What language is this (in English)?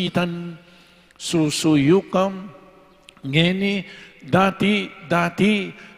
Pampanga